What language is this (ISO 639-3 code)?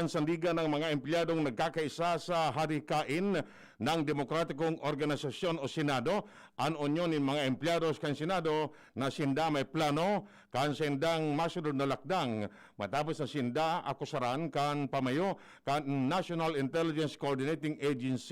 bik